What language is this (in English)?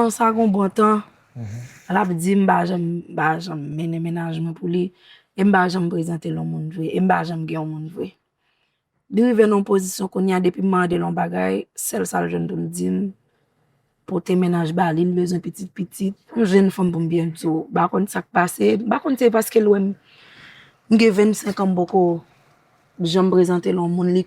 Haitian Creole